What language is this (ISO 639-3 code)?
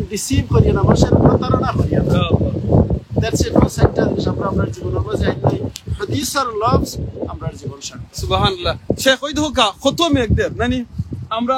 syl